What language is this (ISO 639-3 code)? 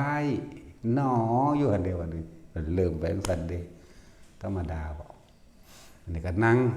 tts